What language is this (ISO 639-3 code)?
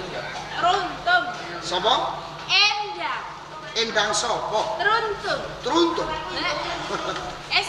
jav